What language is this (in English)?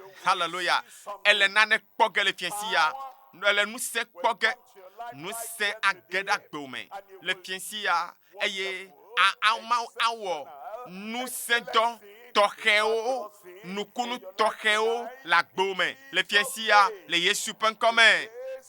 Ewe